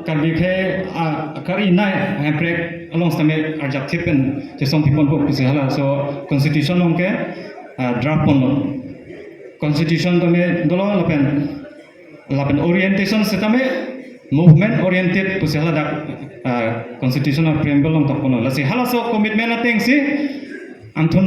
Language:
Karbi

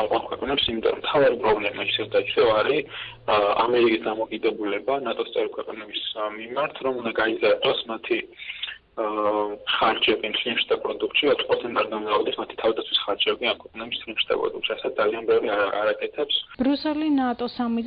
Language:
Georgian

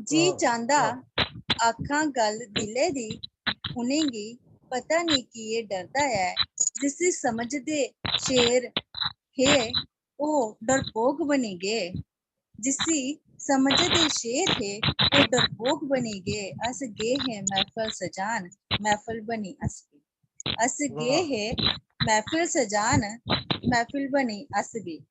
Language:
Dogri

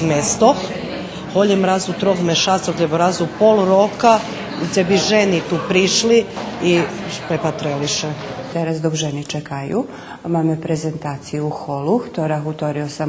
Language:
Rusyn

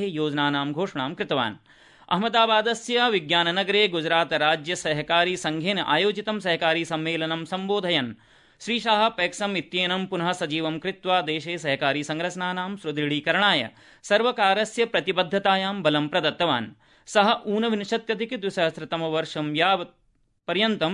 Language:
Sanskrit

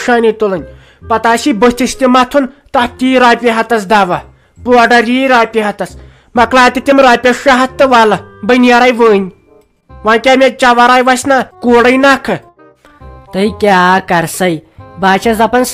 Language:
Kashmiri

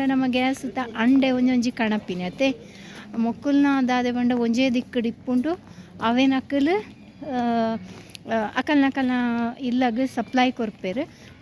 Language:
Tulu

